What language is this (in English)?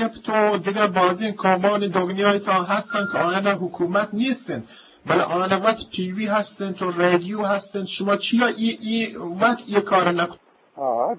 Eastern Balochi